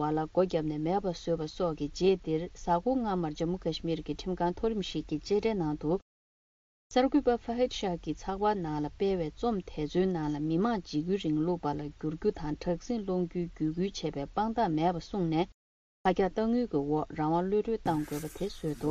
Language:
Tibetan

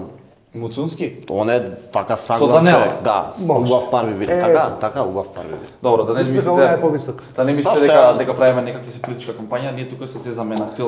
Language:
Macedonian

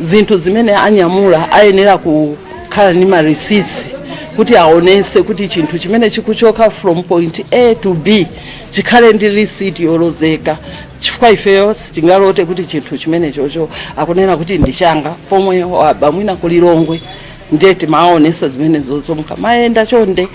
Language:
Nyanja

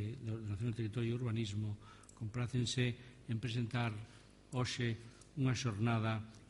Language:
Galician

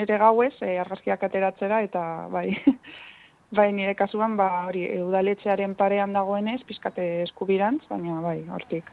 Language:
Basque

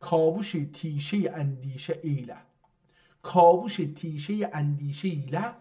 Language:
South Azerbaijani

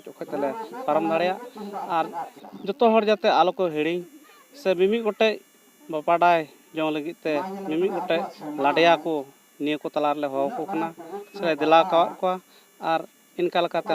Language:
Santali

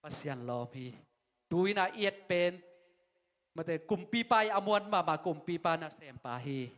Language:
Tedim Chin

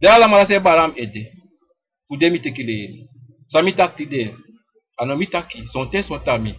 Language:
Sranan Tongo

